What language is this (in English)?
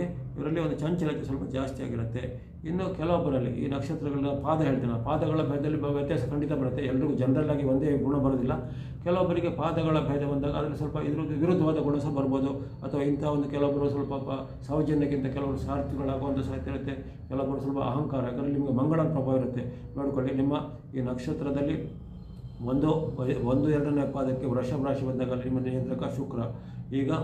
Kannada